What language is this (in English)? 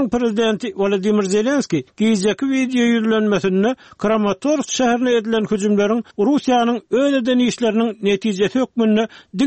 Turkmen